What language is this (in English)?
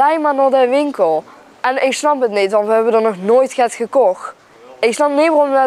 Limburgish